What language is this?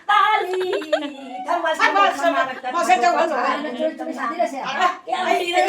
Manipuri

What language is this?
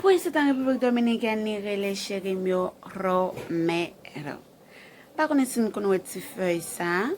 Haitian Creole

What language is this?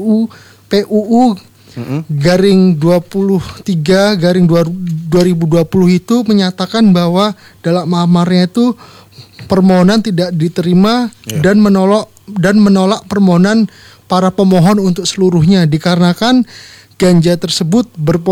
Indonesian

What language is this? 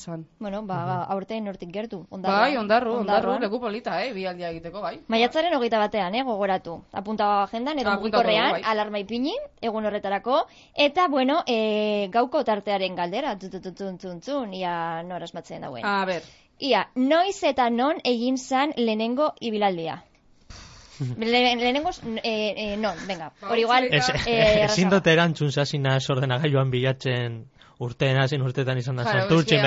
Basque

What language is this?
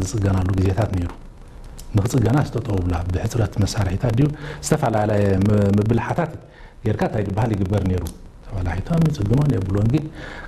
Tigrinya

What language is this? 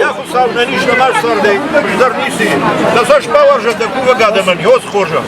Ossetic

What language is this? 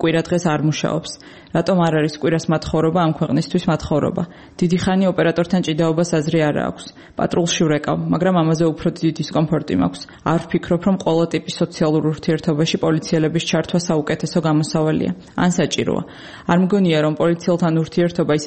Georgian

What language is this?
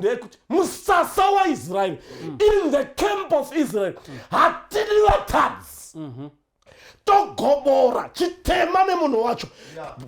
Shona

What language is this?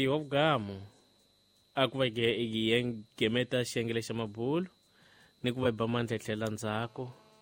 Tsonga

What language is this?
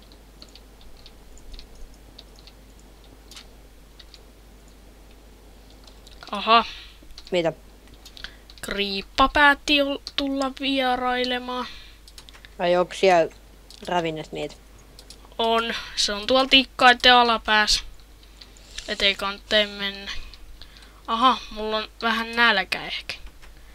Finnish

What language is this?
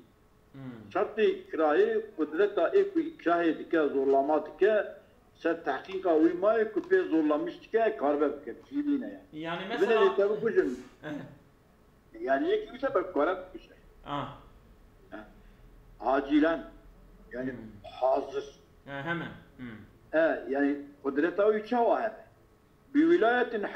Kurdish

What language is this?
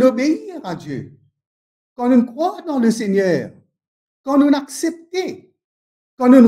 Morisyen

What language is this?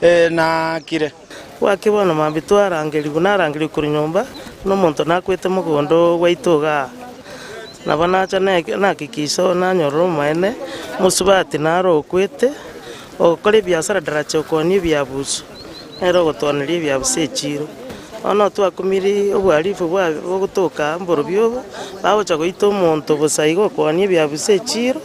Gusii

